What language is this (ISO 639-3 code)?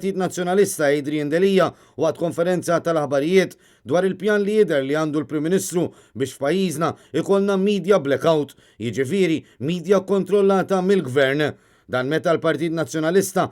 mlt